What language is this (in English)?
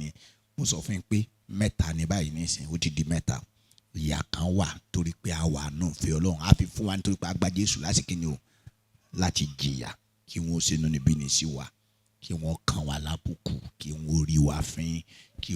Yoruba